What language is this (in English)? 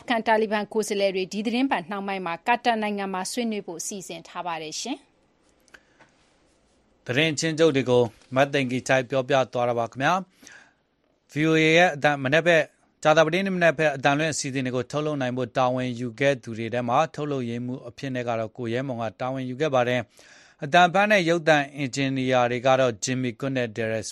Burmese